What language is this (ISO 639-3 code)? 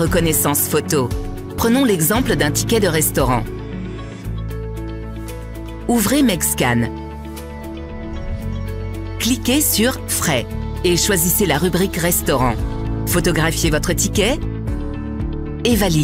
fra